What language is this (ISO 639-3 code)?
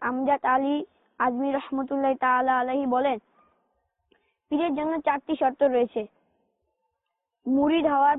ben